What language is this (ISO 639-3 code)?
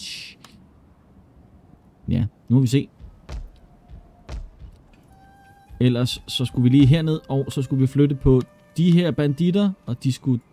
dan